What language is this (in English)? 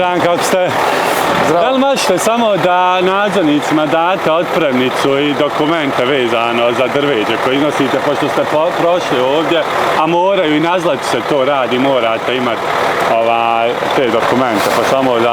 Bosnian